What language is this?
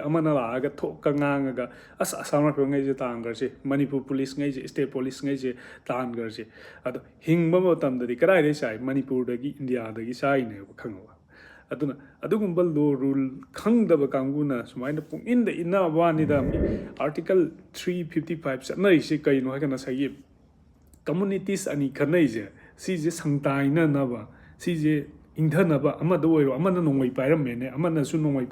Manipuri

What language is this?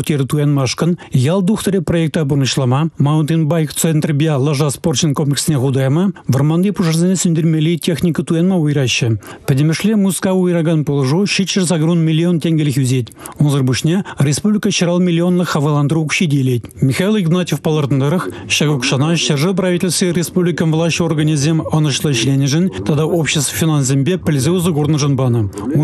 Chuvash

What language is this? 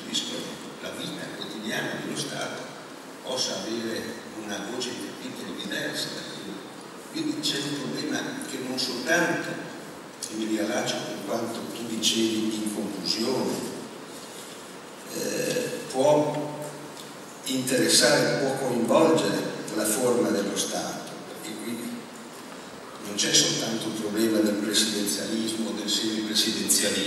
Italian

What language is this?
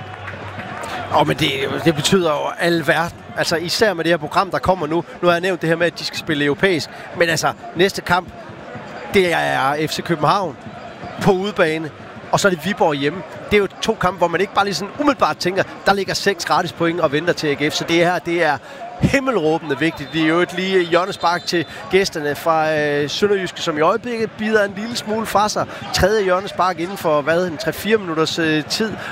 Danish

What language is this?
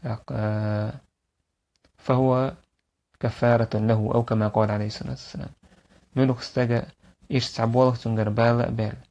Chechen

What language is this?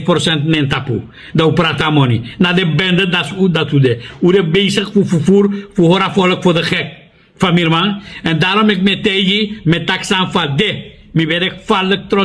Sranan Tongo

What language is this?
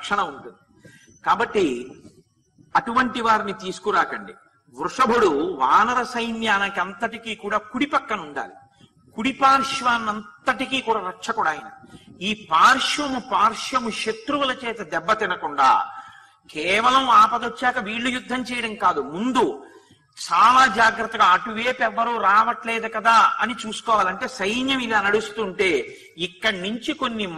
Telugu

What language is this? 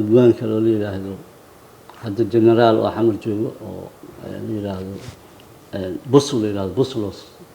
Somali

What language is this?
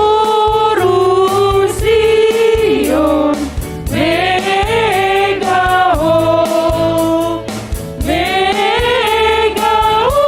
Batak Simalungun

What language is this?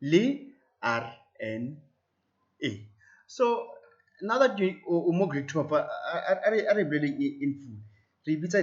Tswana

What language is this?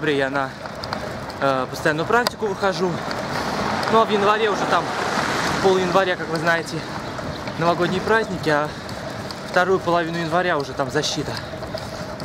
Russian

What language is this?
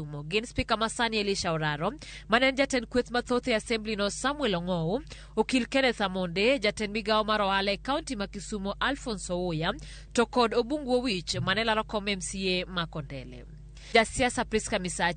Luo (Kenya and Tanzania)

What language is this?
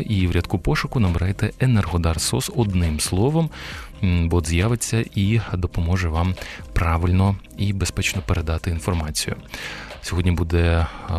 Ukrainian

